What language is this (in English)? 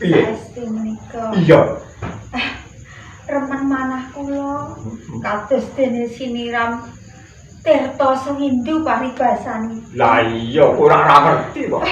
Javanese